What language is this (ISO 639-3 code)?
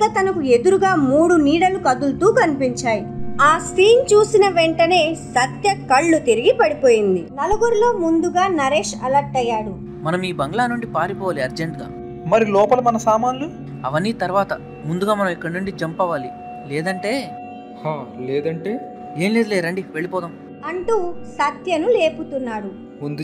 tel